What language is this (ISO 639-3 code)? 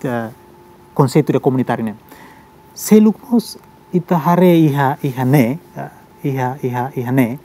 tet